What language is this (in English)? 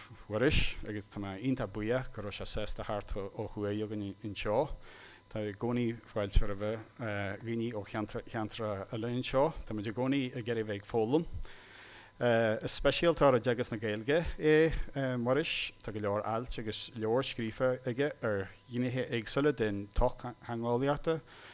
Irish